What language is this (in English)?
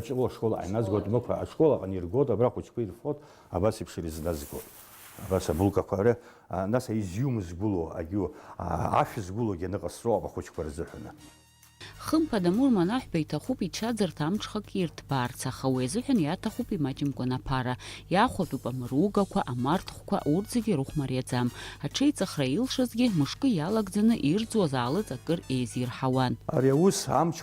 Abkhazian